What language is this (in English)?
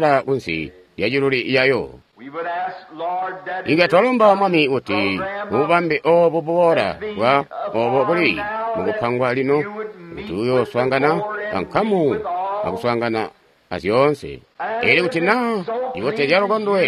Tonga (Zambia)